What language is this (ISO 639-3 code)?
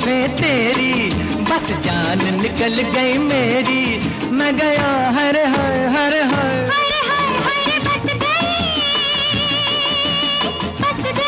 hin